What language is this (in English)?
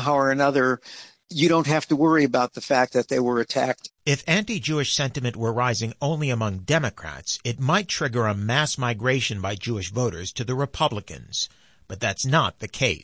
English